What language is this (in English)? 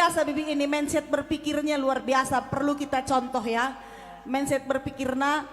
Batak Karo